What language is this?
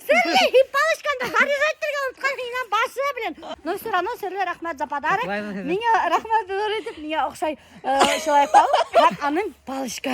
Bashkir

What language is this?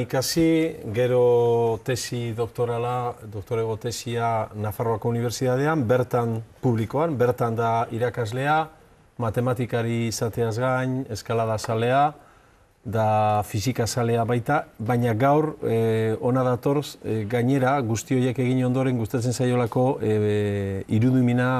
Basque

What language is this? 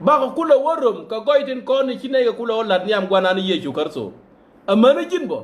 Nuer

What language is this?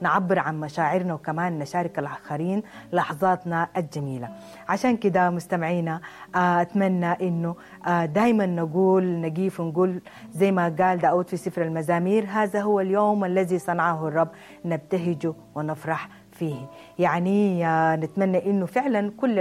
Sudanese Arabic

